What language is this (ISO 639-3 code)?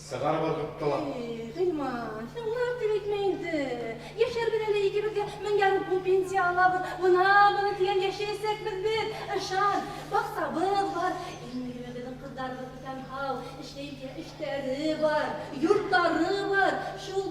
bak